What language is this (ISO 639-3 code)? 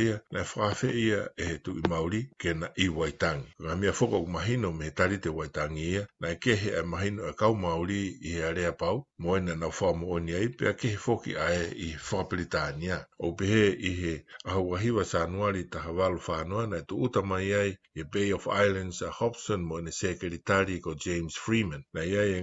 ton